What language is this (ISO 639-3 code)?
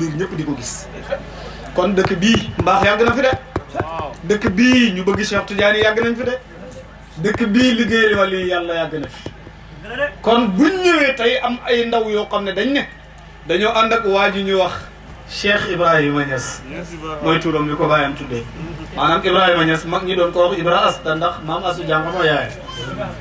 wol